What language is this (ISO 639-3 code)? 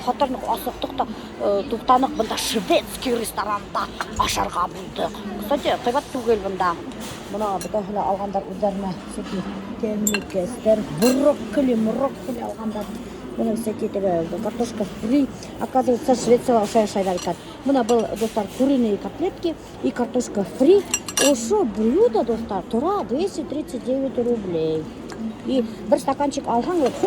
bak